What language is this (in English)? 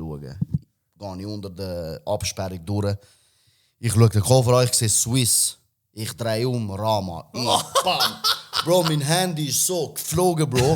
Swiss German